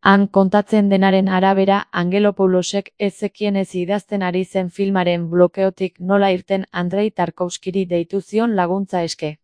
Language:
Basque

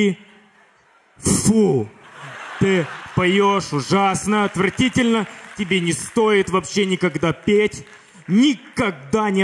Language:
Russian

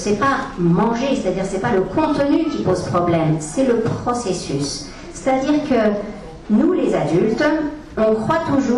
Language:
French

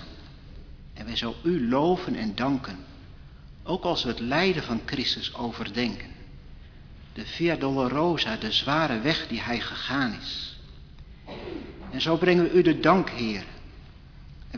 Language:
Dutch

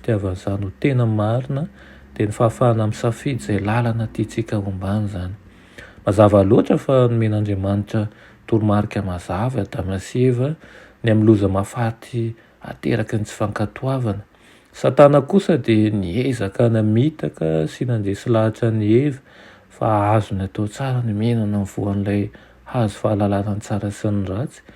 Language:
Malagasy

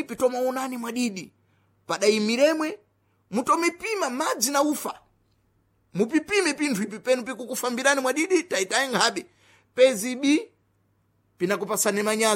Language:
Sena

